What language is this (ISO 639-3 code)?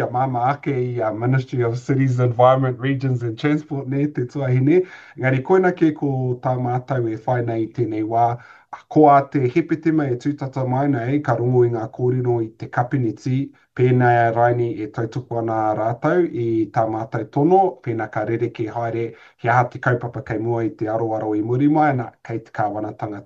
mri